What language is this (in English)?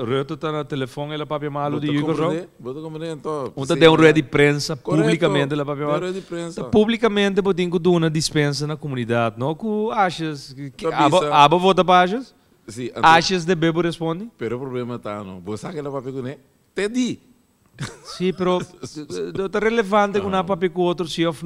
Papiamento